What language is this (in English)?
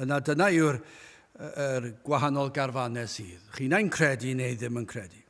Welsh